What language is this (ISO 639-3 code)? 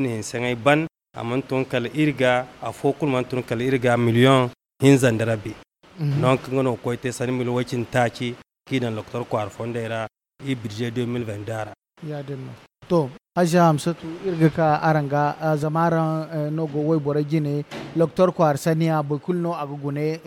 dje